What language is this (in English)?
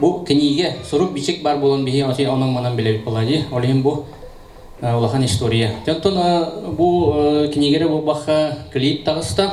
Yakut